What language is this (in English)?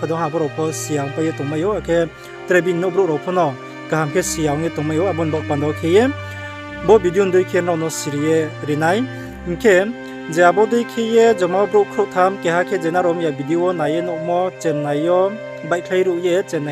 Riang (India)